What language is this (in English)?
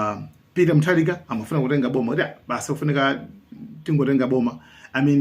Nyanja